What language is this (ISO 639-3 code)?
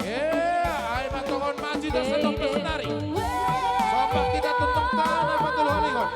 bts